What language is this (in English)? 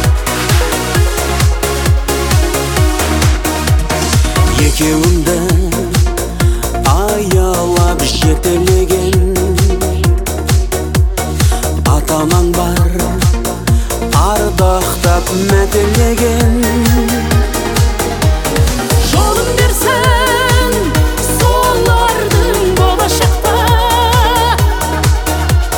Kazakh